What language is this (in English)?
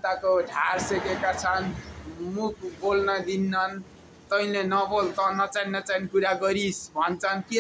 Nepali